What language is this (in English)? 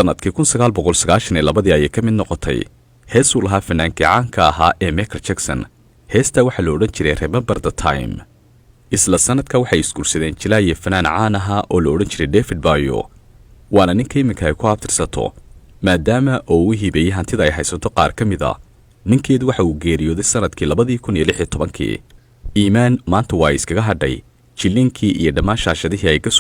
Somali